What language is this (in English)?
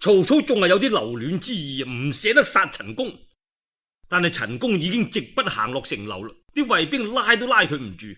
Cantonese